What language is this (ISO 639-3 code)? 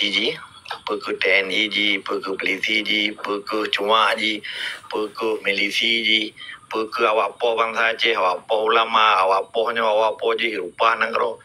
ace